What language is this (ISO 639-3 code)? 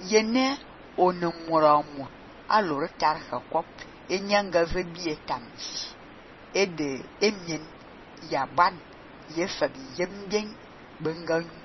fan